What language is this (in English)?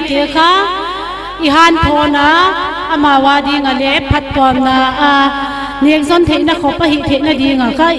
Paite Chin